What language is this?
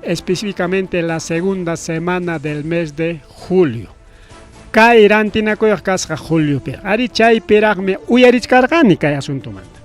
Ayacucho Quechua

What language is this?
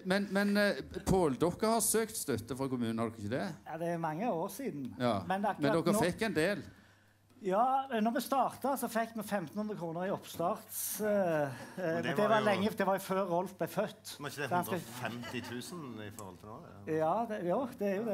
Norwegian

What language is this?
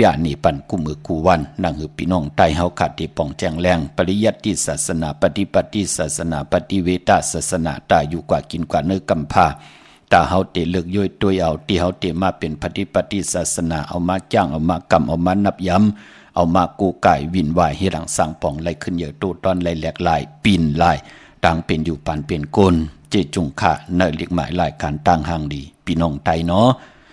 Shan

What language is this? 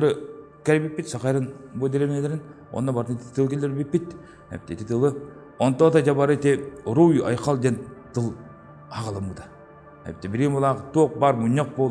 Yakut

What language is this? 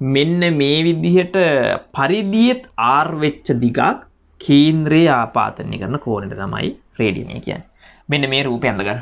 Sinhala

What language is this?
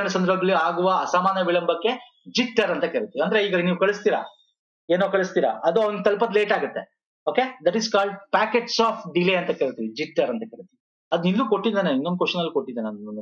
Kannada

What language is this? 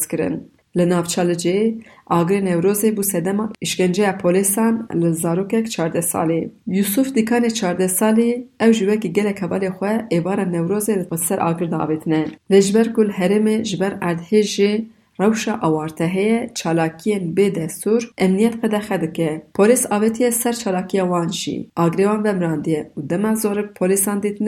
Kurdish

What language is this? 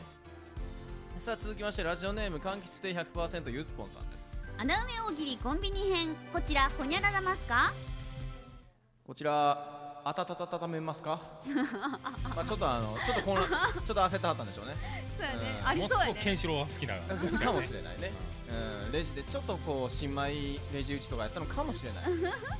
Japanese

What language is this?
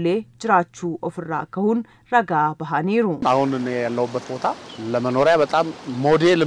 Oromo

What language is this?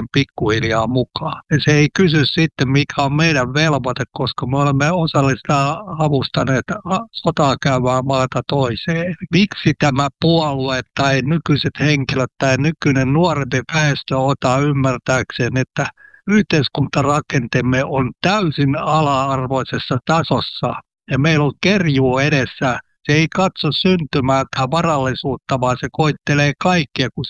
Finnish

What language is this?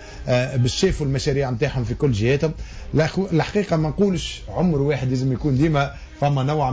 Tunisian Arabic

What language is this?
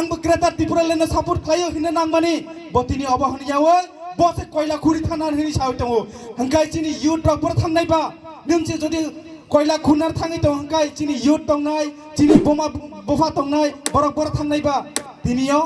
Kok Borok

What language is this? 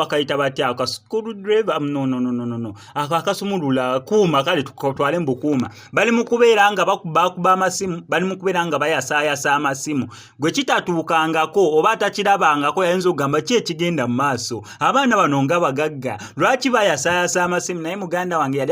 Ganda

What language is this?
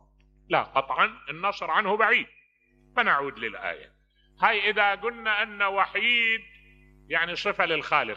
Mesopotamian Arabic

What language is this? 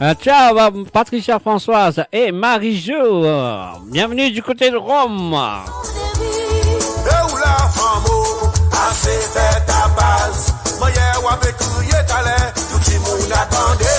Morisyen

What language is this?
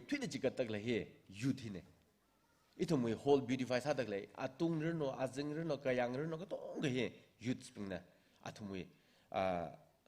Tangkhul Naga (India)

